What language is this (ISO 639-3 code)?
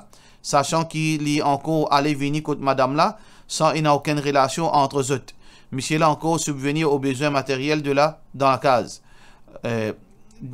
mfe